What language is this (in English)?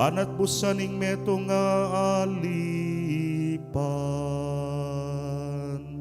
Pampanga